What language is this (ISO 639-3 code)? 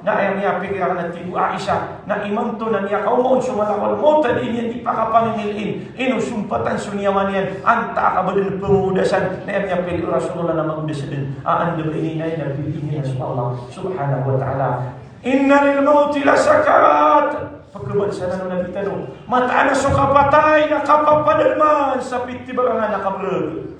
mrw